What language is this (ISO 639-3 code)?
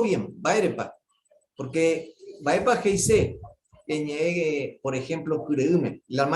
grn